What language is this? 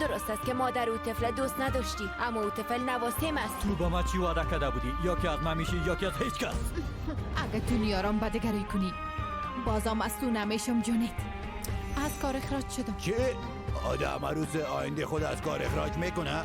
Persian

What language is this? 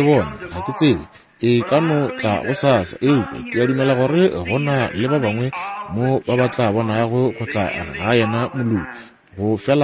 Northern Sotho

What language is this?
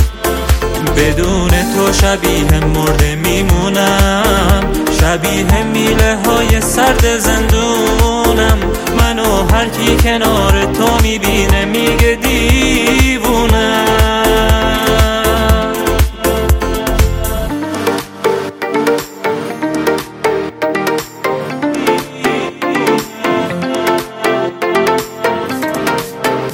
Persian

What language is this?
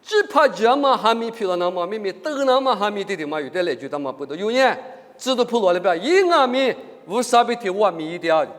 Lisu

